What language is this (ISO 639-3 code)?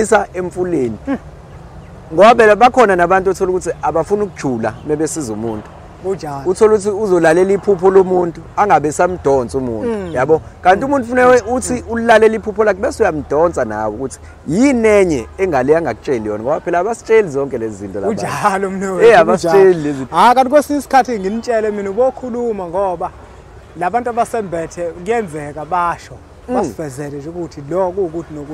zul